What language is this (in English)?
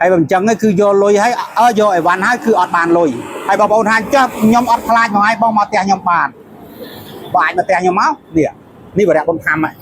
Khmer